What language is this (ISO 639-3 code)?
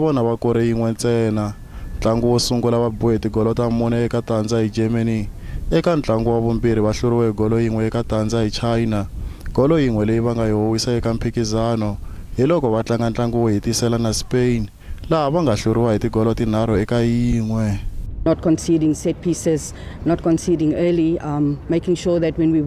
tso